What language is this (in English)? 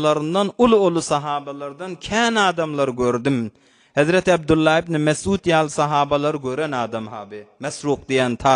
Turkmen